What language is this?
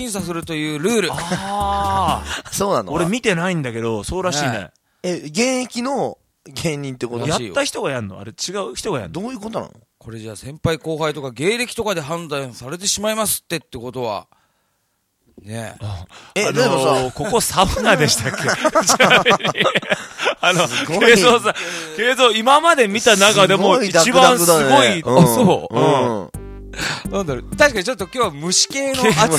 Japanese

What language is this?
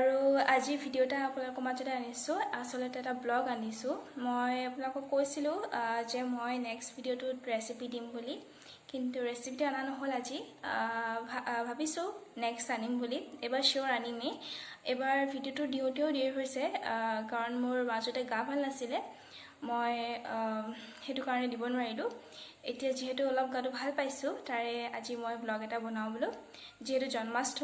Assamese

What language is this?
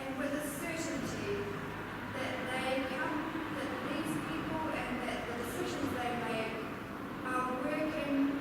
Tongan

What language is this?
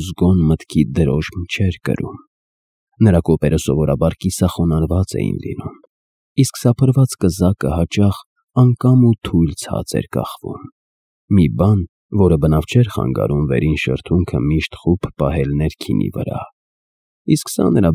Armenian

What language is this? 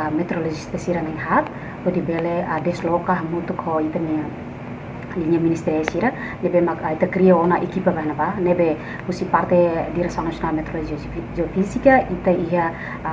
Tetum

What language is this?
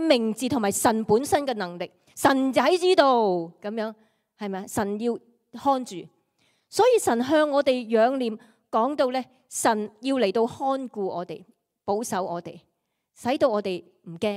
Cantonese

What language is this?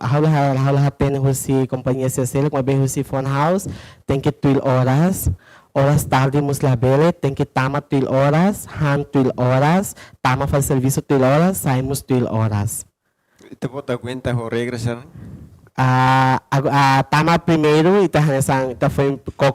Tetum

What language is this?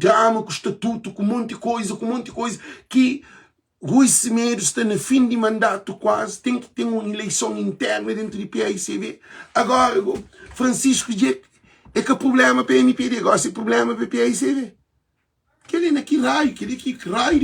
Kabuverdianu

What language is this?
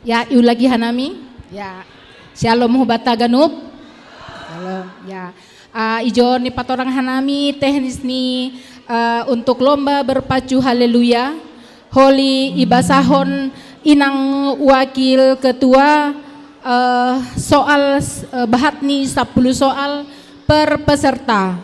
Batak Simalungun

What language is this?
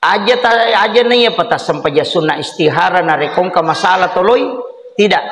Buginese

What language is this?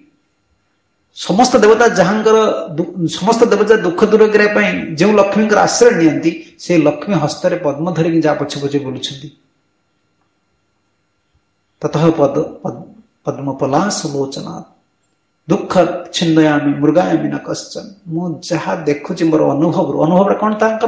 Odia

